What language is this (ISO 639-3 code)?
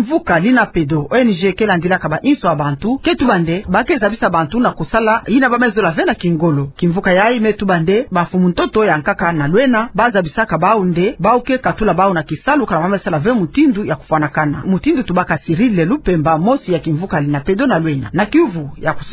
ktu